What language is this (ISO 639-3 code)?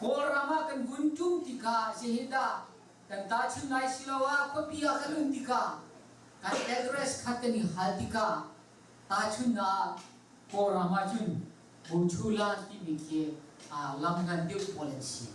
cnh